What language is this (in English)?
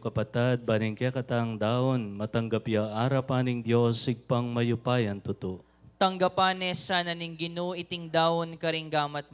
Pampanga